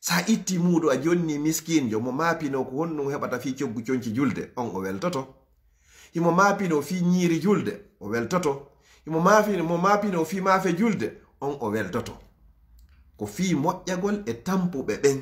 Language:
Fula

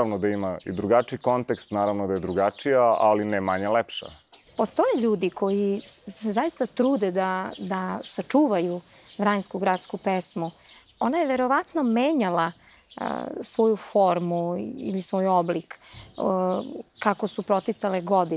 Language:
Serbian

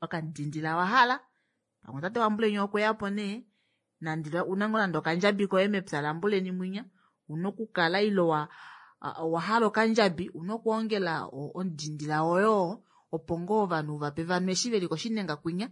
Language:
Kuanyama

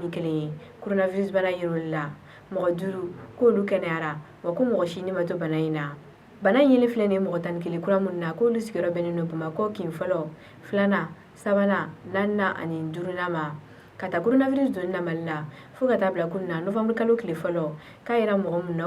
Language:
Bambara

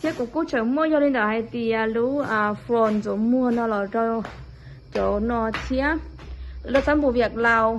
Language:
Hmong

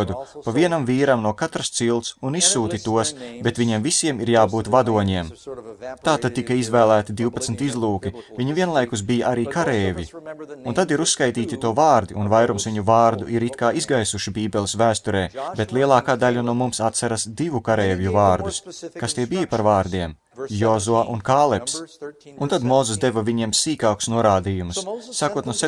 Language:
Latvian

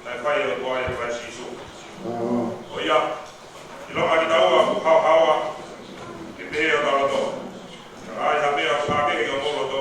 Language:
Tongan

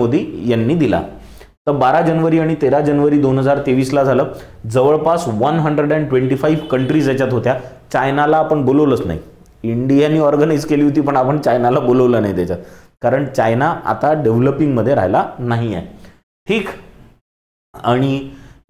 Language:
Marathi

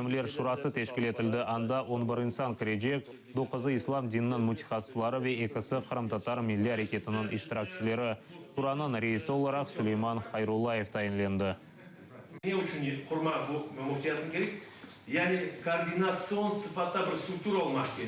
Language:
Crimean Tatar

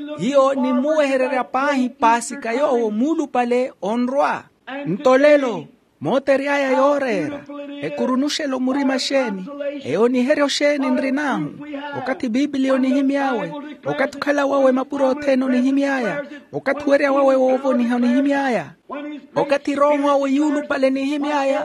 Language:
Makhuwa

